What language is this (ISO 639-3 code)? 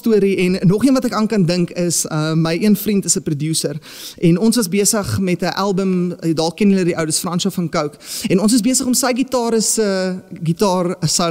afr